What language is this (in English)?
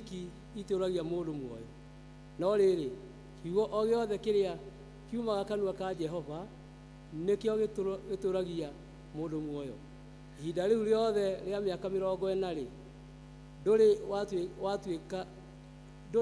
Kikuyu